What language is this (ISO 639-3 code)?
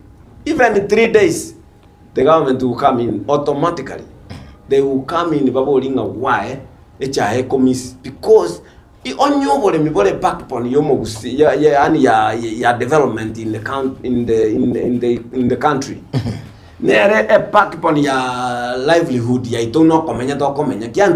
guz